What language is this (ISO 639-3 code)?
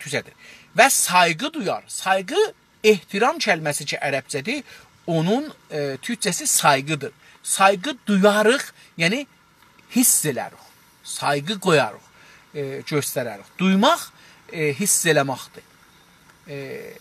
azb